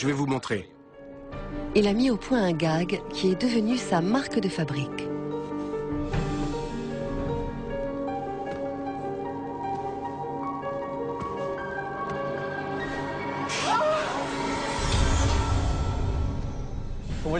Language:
French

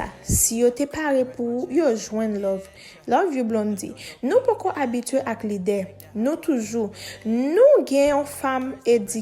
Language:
Haitian Creole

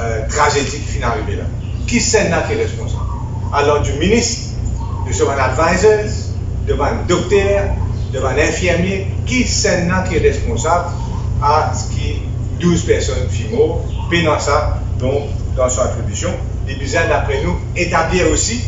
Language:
Morisyen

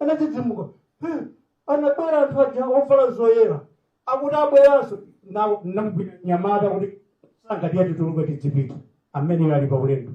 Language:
Nyanja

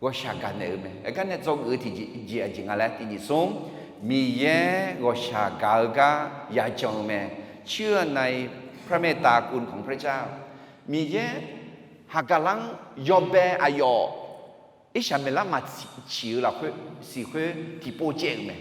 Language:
Akha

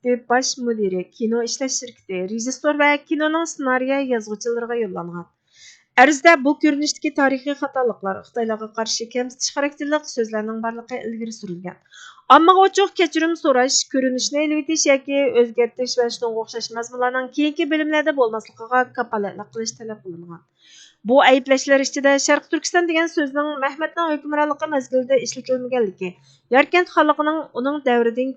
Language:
Uyghur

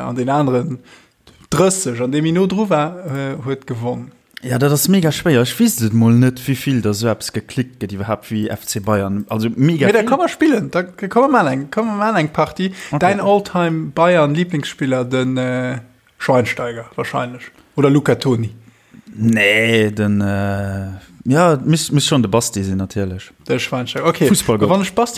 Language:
Luxembourgish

